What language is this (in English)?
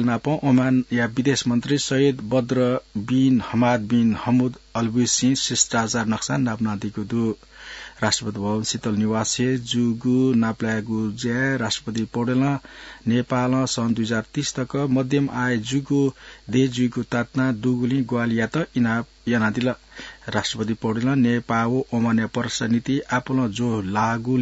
Newari